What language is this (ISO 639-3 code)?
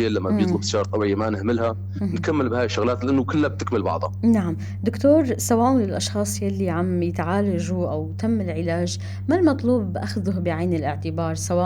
apc